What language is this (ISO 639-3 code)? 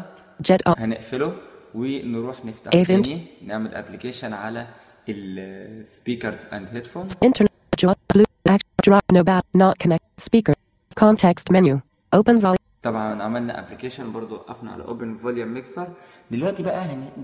arz